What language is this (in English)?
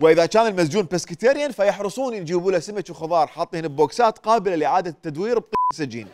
Mesopotamian Arabic